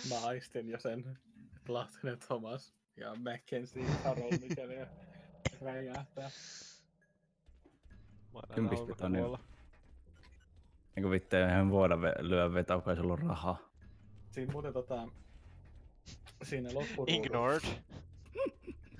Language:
Finnish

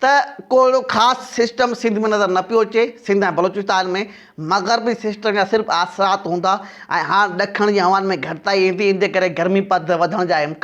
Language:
Sindhi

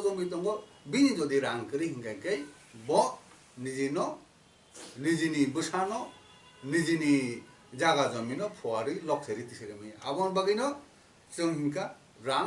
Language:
Kok Borok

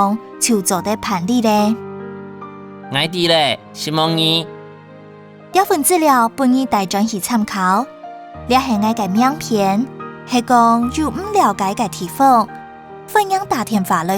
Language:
Hakka Chinese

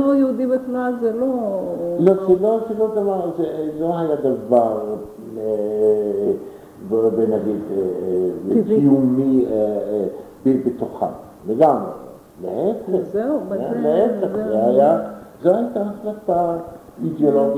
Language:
Hebrew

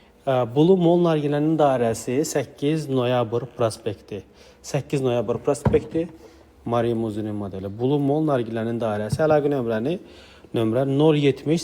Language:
Azerbaijani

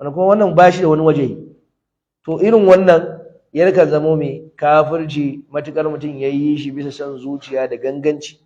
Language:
Hausa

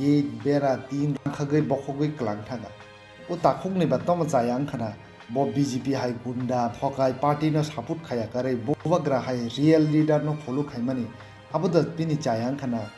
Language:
Kok Borok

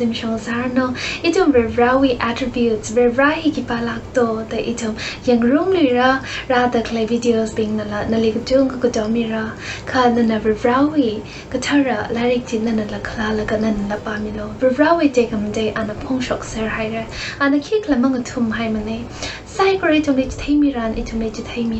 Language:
Tangkhul Naga (India)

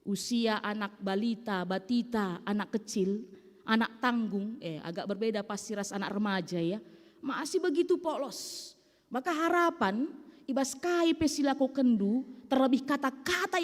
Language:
Batak Karo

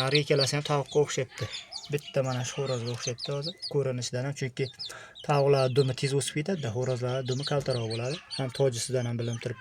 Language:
Uzbek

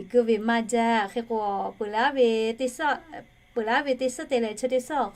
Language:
Lahu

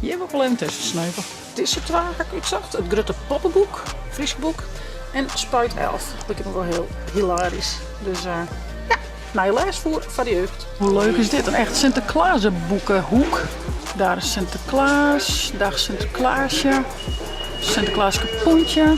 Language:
Western Frisian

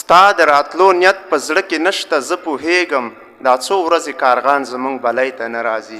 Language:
Pashto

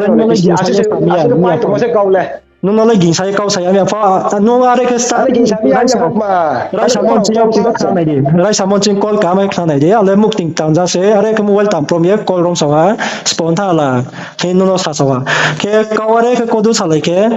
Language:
Riang (India)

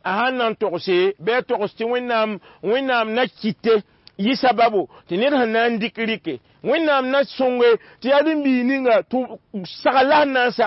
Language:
Mossi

